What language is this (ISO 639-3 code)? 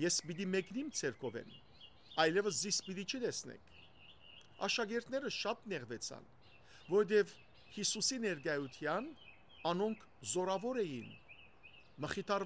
hyw